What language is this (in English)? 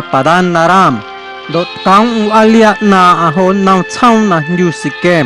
Guerrero Amuzgo